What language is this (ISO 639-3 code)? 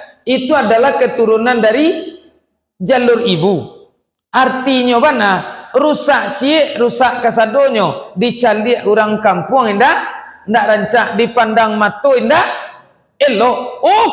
min